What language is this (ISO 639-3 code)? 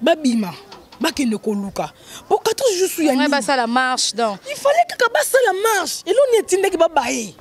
lin